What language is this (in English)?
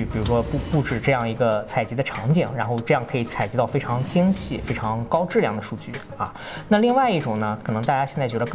Chinese